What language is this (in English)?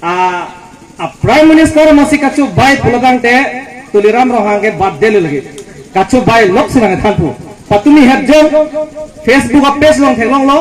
Karbi